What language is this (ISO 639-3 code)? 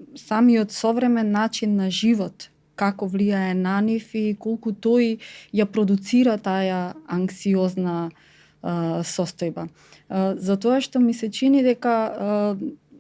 mkd